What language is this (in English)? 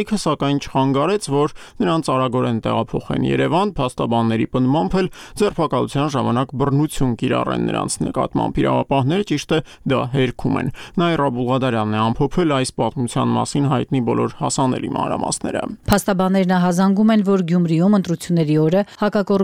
Armenian